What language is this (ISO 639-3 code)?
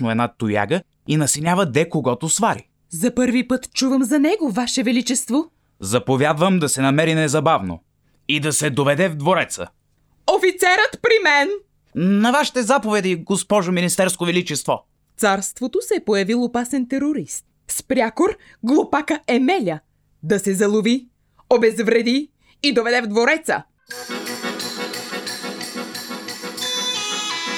bul